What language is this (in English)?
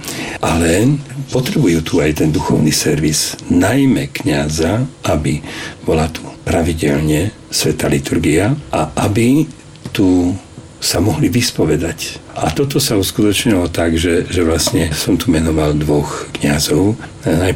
Slovak